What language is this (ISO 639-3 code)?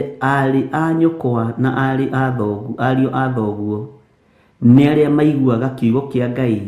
kik